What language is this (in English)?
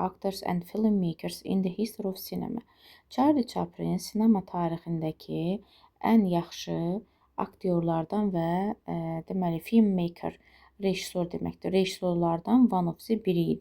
Azerbaijani